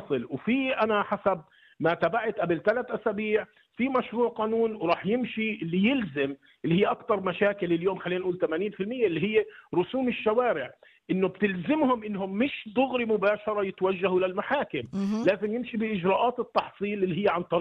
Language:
North Levantine Arabic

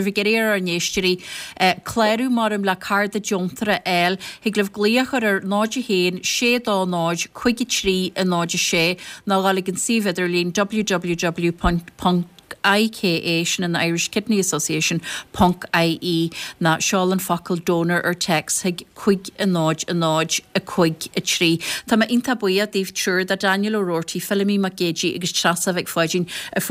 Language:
Irish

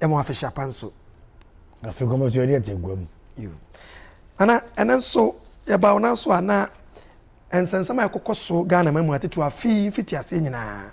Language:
Akan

